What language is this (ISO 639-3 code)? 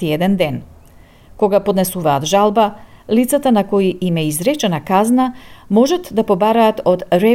mkd